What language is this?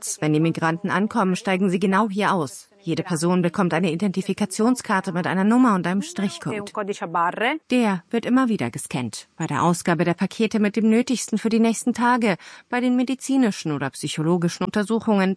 German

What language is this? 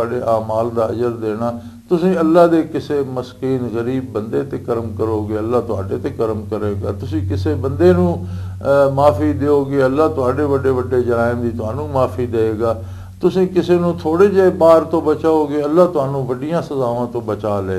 Western Panjabi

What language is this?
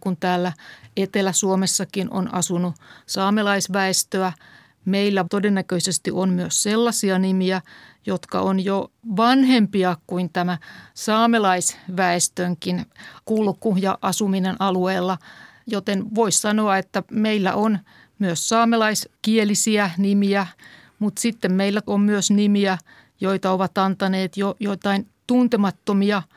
Finnish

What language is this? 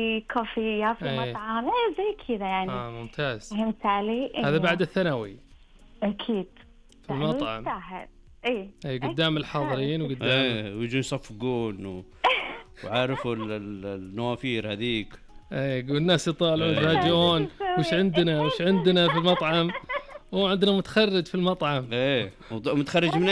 Najdi Arabic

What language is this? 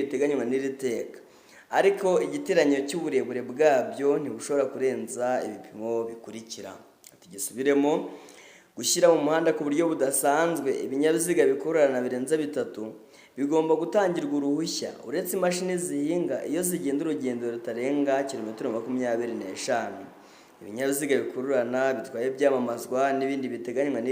Kinyarwanda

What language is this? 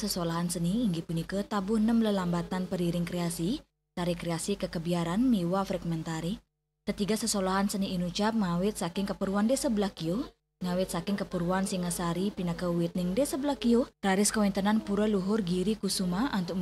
Balinese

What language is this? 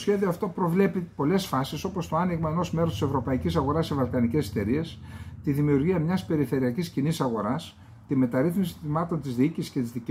Greek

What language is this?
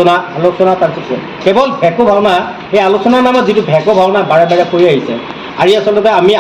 Assamese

